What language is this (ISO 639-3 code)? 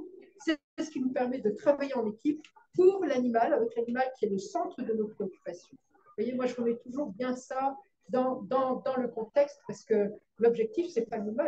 fra